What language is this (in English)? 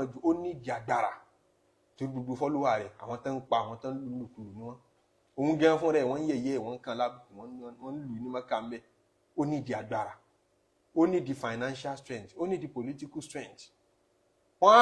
Yoruba